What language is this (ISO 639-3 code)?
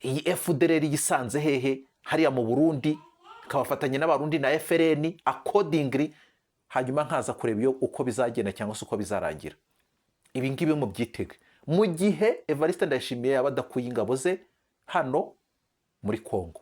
kin